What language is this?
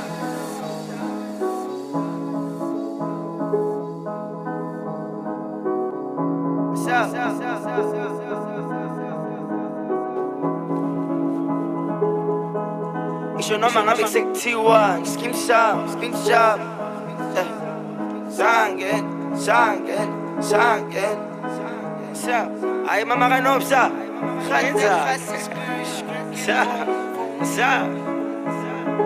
Zulu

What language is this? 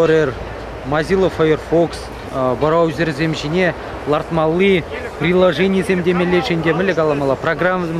Chuvash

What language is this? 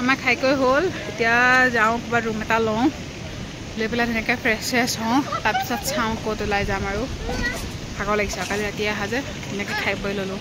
Assamese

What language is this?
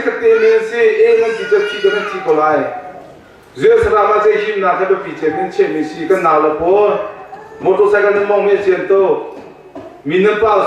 Hakha Chin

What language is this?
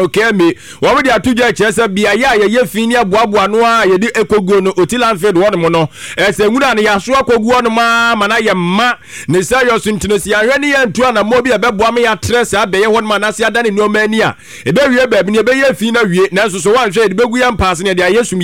Akan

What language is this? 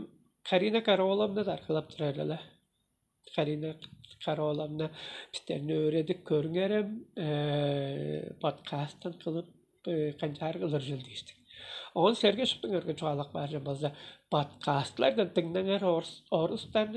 Tuvinian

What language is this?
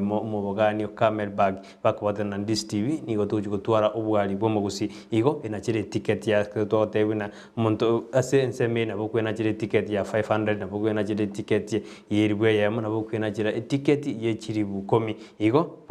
Gusii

